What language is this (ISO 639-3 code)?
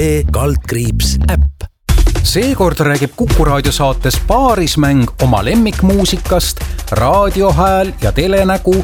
est